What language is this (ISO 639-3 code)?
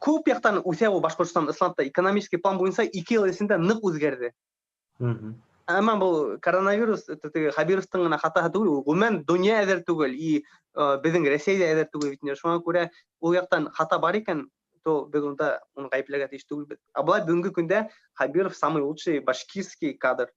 bak